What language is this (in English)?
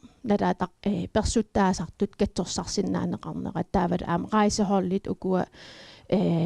Kalaallisut